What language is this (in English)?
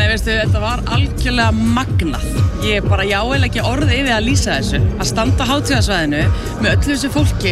Icelandic